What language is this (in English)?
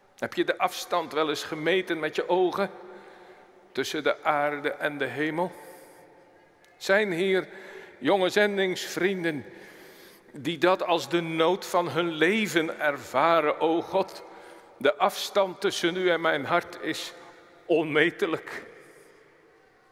Dutch